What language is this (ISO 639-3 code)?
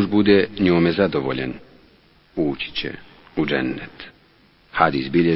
bos